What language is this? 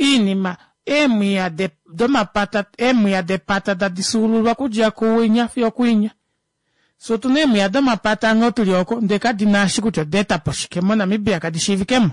Kuanyama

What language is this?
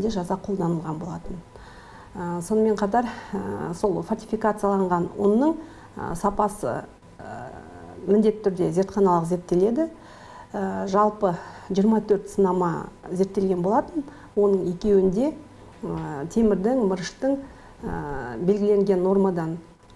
Kazakh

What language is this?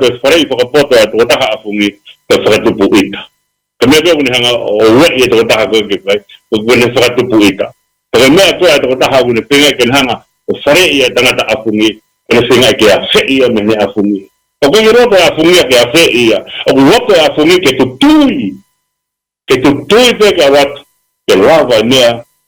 Tongan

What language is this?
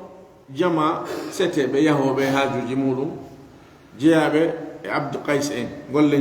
Fula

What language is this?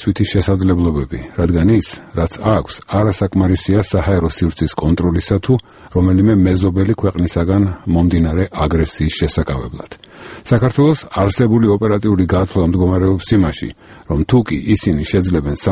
Georgian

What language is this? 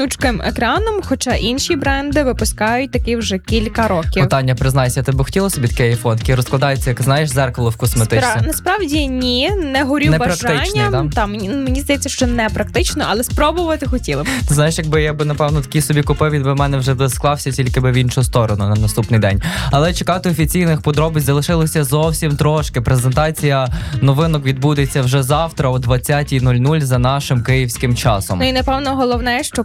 Ukrainian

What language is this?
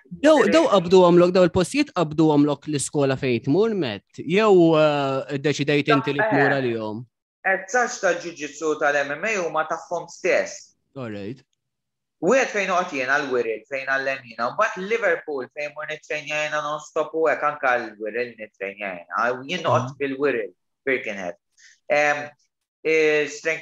Maltese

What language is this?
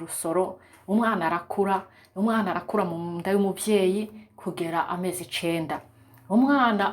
Rundi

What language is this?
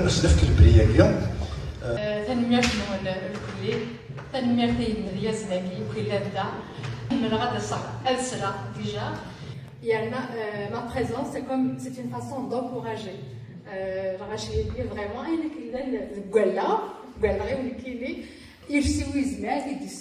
Kabyle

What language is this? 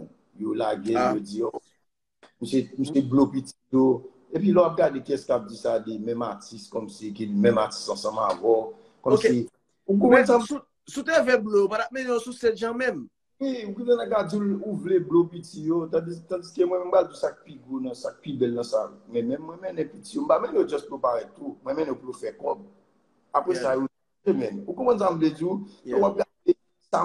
Haitian Creole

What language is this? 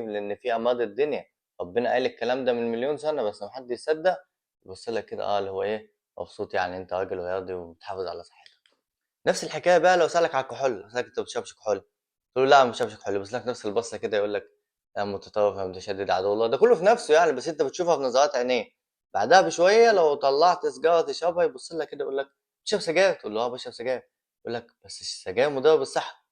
Egyptian Arabic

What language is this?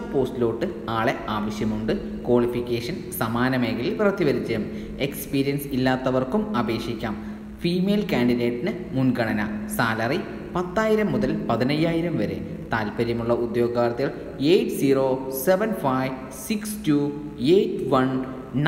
Malayalam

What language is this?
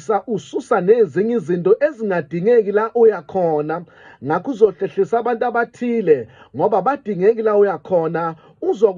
Zulu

